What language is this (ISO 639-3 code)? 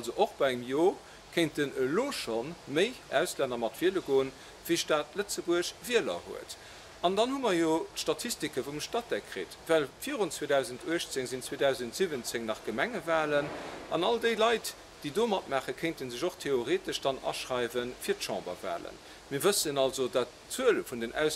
ltz